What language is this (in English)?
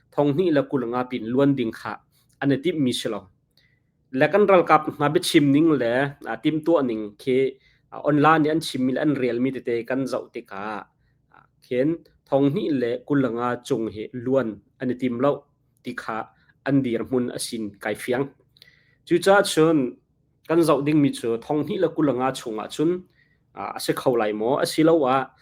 Hakha Chin